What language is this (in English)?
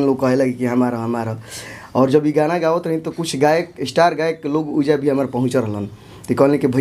Bhojpuri